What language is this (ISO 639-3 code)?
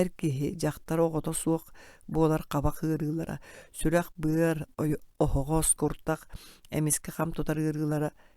sah